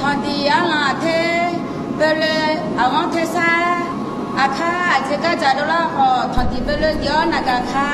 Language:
Akha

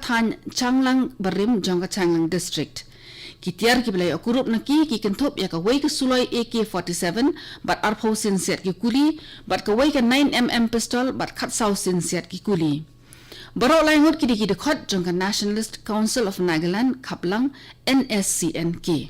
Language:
Khasi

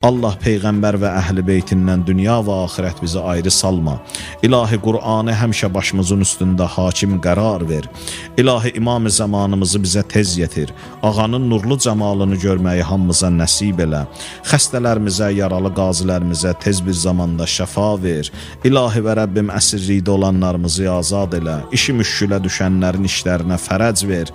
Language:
Azerbaijani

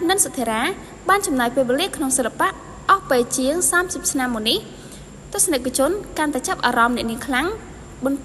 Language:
Khmer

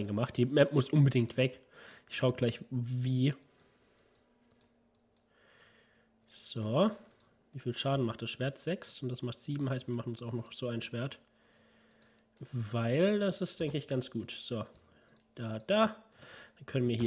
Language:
German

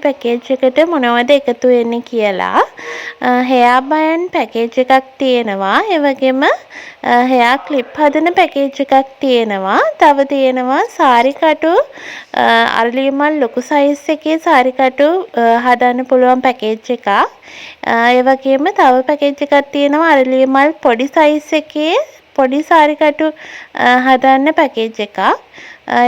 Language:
Sinhala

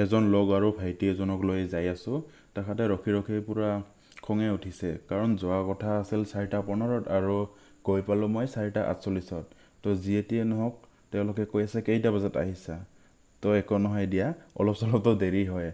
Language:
Assamese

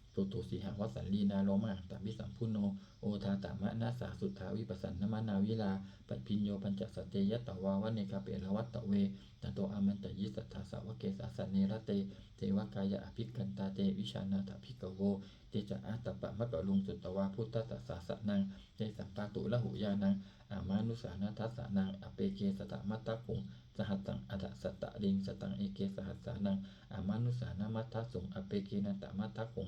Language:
Pali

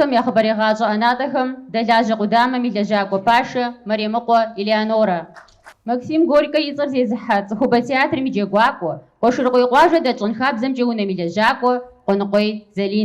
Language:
Kabardian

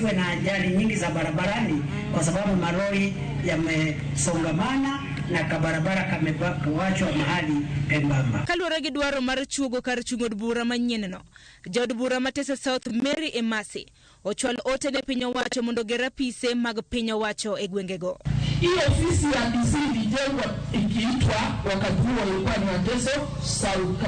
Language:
Luo (Kenya and Tanzania)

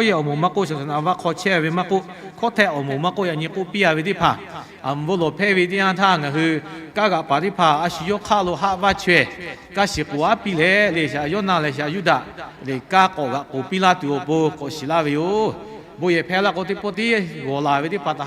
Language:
Lahu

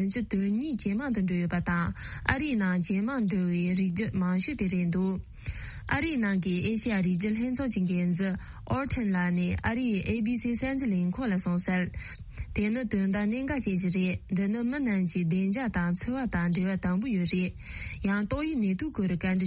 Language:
Tibetan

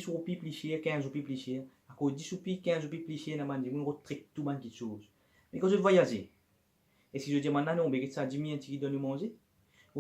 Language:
Morisyen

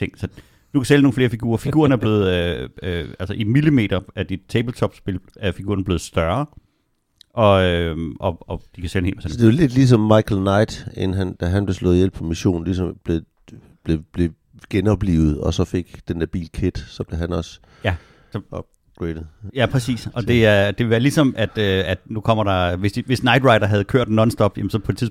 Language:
Danish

